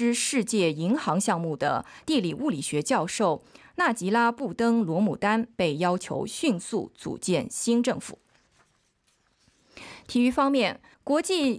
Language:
Chinese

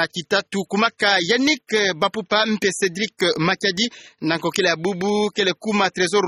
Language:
Kituba (Democratic Republic of Congo)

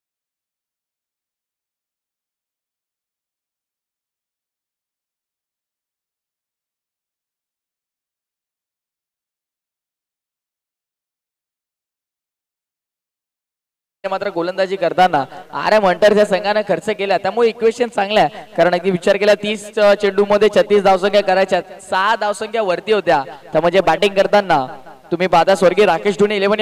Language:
Marathi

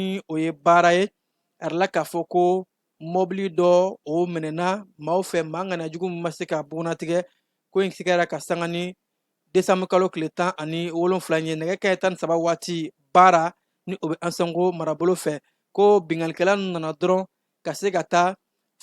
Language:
Bambara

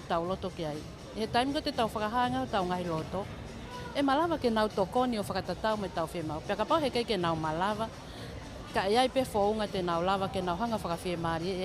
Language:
Tongan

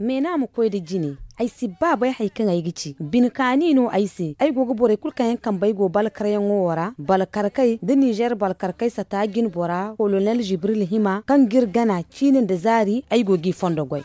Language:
Zarma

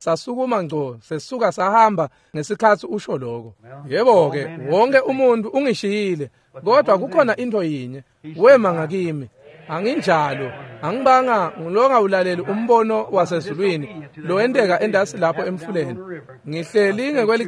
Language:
Swati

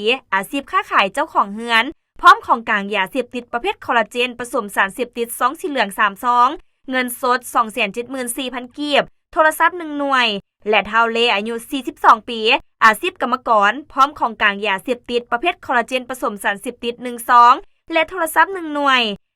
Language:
Lao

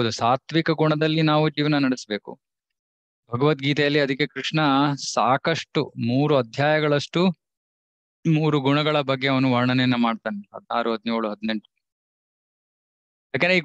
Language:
Kannada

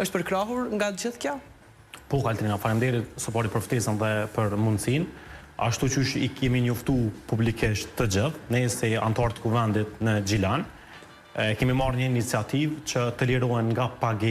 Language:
Albanian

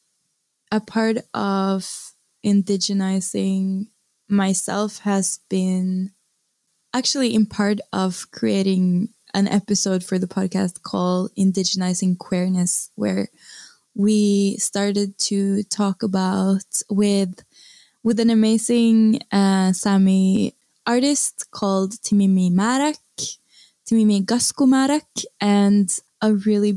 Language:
English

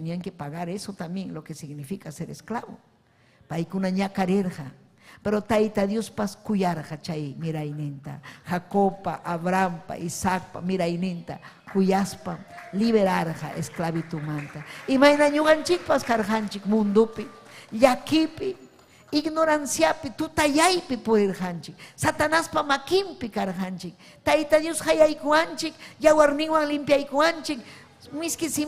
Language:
Ayacucho Quechua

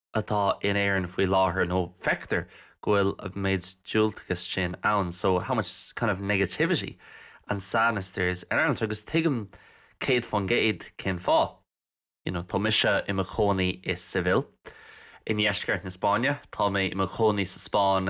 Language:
Irish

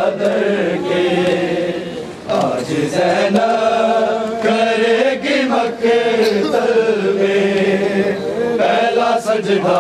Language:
Urdu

